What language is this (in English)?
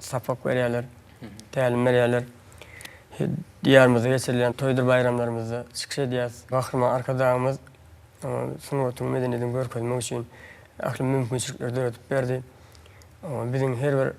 Turkmen